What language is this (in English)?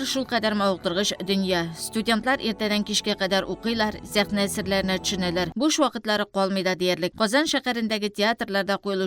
Tatar